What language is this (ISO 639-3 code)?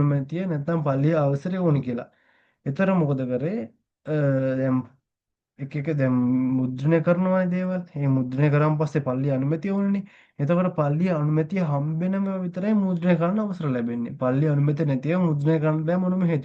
sin